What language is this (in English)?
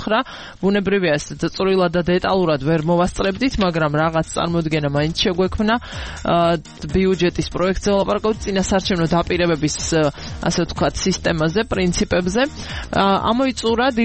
Georgian